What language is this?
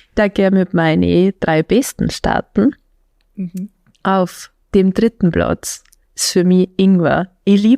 Bavarian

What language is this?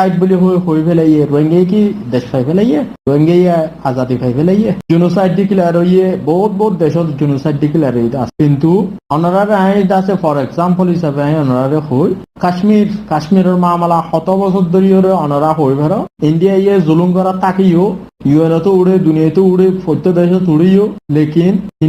Rohingya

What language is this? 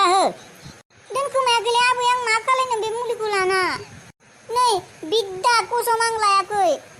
Bodo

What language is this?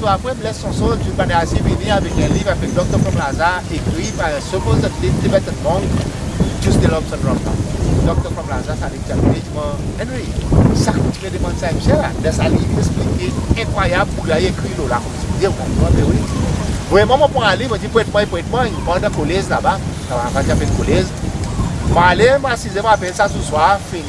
Seselwa Creole French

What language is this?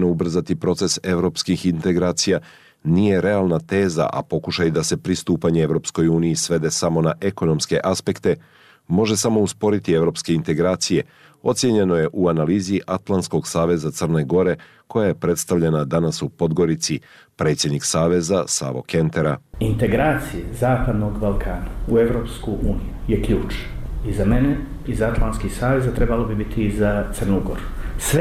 Serbian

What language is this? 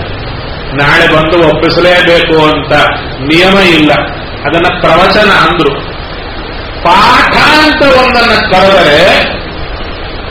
Kannada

